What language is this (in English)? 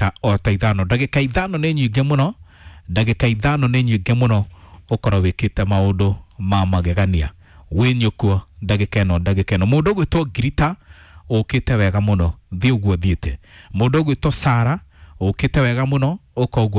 Kikuyu